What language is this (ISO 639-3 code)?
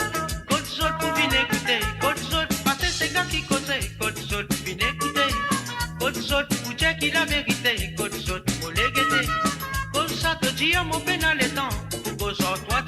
mfe